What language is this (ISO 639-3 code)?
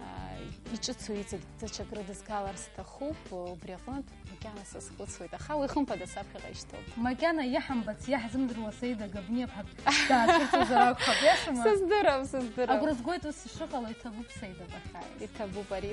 abk